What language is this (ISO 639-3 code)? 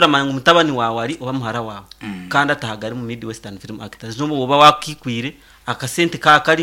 nyn